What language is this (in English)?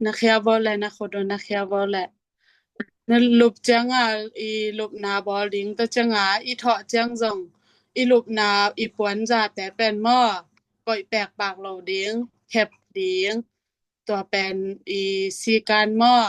Tedim Chin